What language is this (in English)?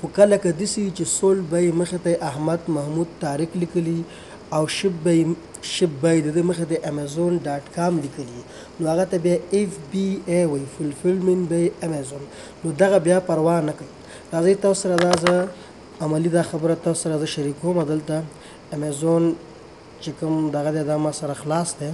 Pashto